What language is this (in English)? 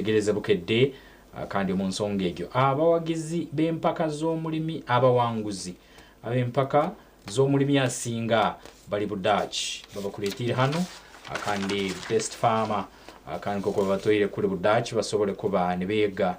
Nyankole